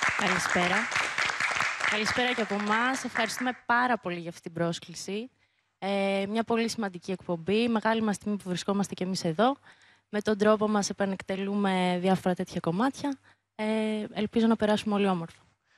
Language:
Greek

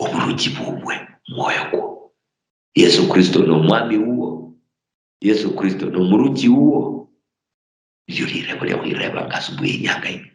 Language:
Luyia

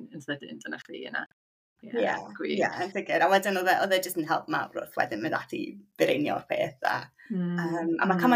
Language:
Welsh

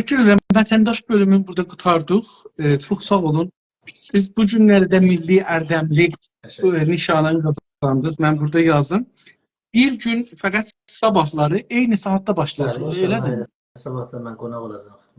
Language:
South Azerbaijani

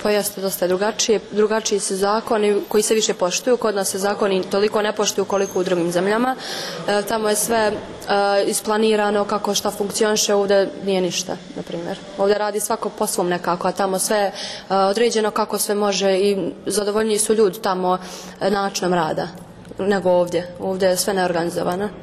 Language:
Bosnian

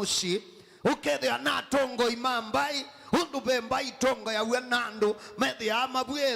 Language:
Kamba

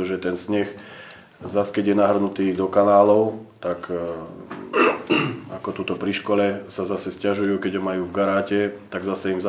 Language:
Slovak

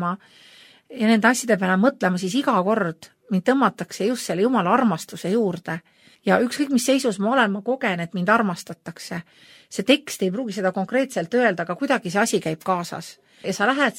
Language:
Estonian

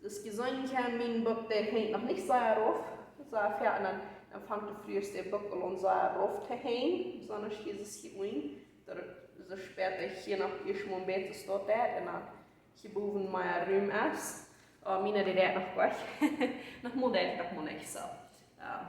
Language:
Plautdietsch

